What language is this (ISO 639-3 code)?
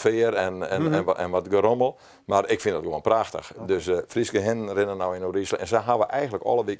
fry